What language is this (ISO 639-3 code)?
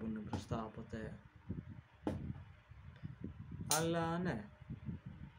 ell